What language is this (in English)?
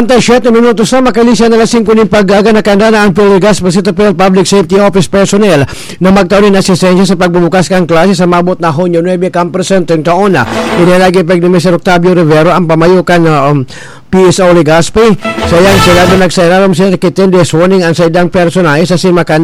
Bikol